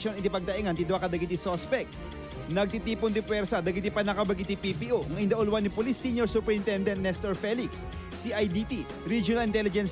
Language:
Iloko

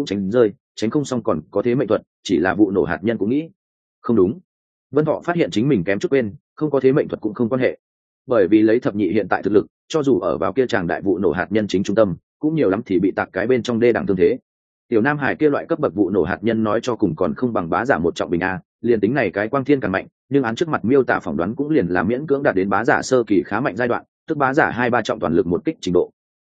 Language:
Vietnamese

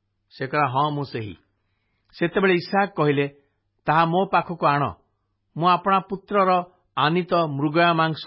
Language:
Odia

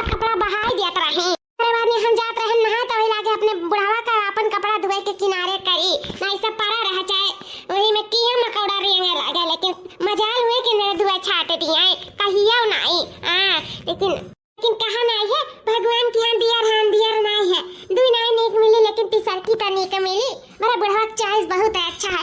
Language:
Awadhi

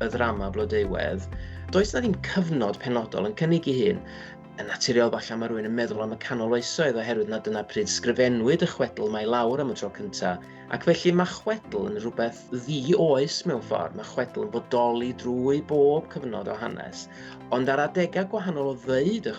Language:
Welsh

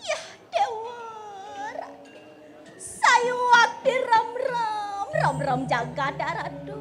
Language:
Balinese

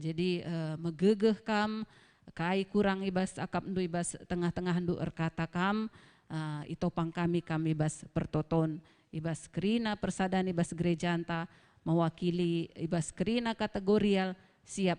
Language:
Batak Karo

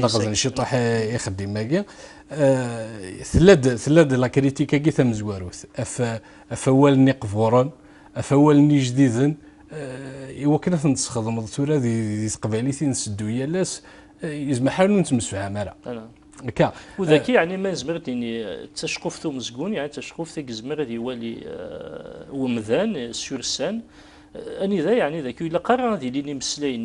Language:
Kabyle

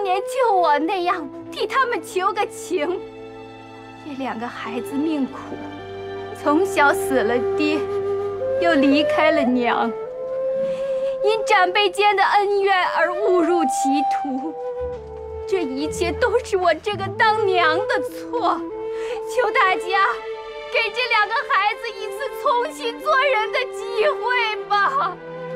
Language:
Chinese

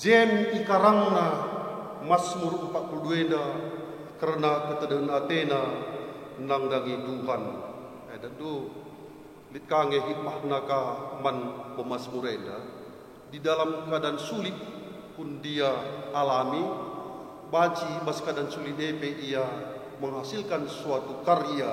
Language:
Batak Karo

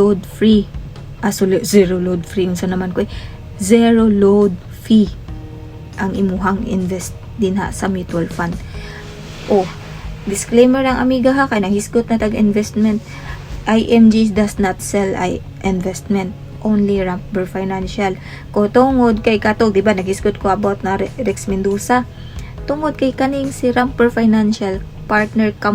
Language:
Cebuano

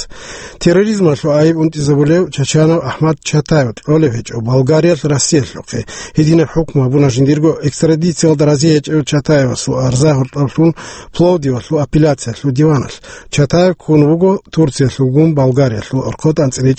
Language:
Avaric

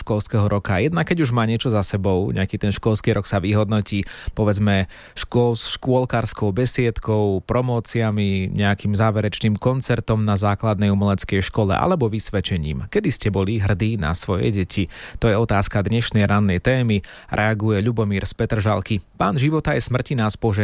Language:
Slovak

